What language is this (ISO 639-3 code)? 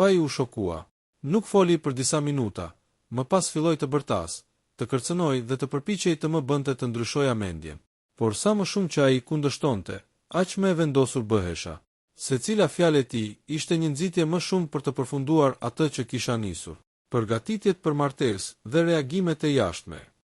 sqi